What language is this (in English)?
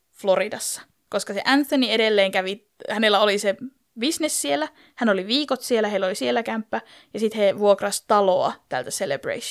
Finnish